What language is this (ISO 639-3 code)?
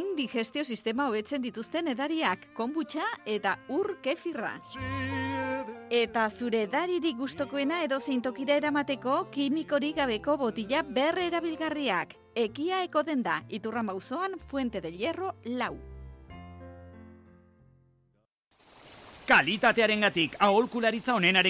eus